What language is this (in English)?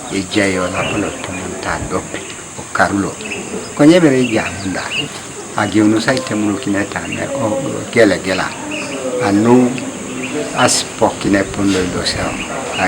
Teso